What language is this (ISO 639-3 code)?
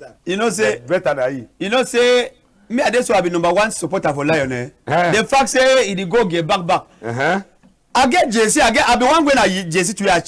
wes